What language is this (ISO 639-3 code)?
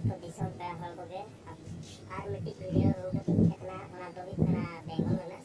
sat